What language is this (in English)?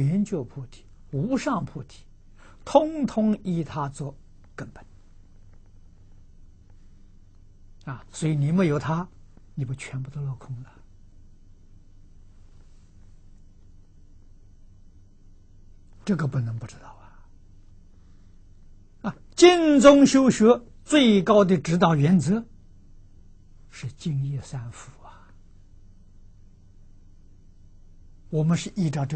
Chinese